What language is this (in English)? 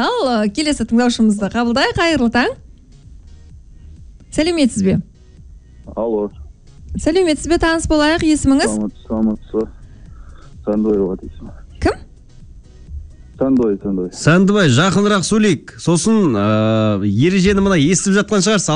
Kazakh